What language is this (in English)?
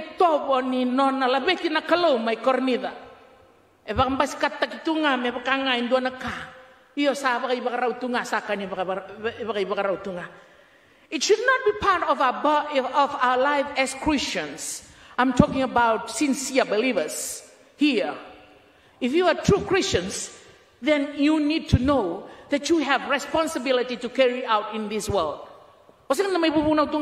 Fijian